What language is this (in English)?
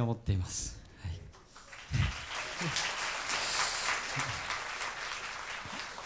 Japanese